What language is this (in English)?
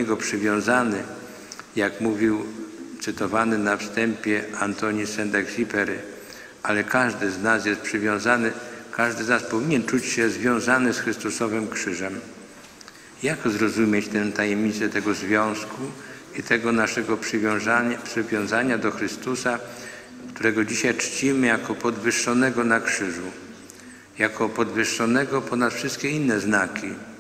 Polish